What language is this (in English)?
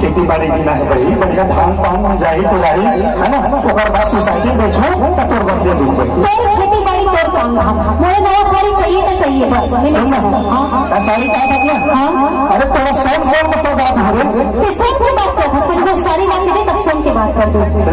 Chhattisgarhi